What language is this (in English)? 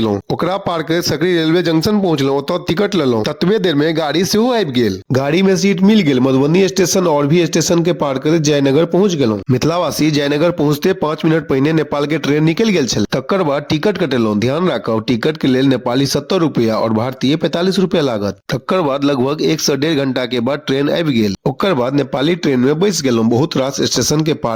Maithili